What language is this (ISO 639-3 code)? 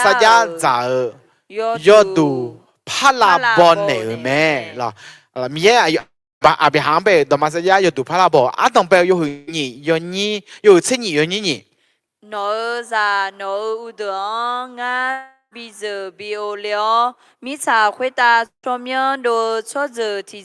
ahk